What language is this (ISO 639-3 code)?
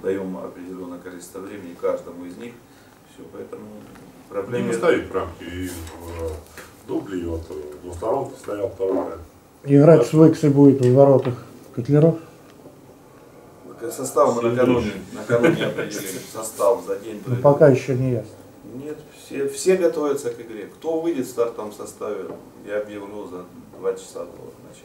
rus